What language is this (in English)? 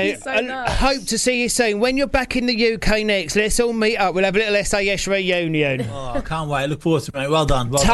English